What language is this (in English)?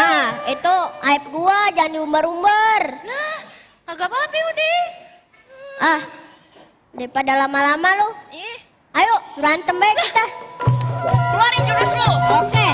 Betawi